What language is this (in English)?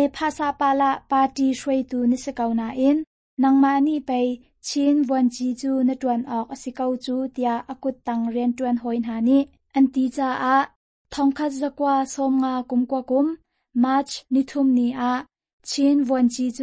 Hakha Chin